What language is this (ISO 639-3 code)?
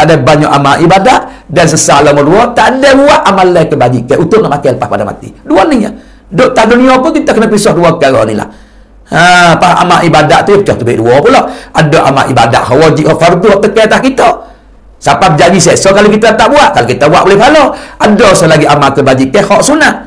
msa